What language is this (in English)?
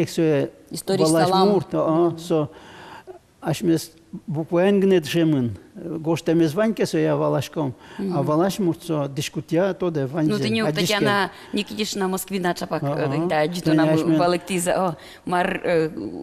Udmurt